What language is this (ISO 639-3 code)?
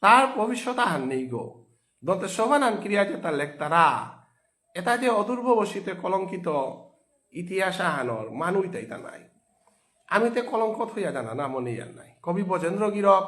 bpy